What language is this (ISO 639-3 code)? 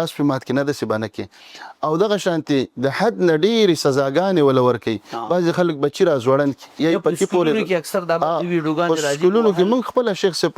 pus